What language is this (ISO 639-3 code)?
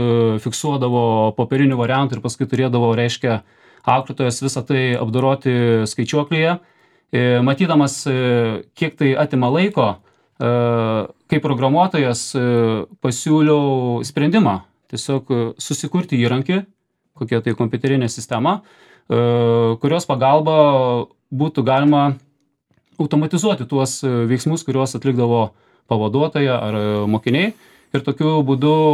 lit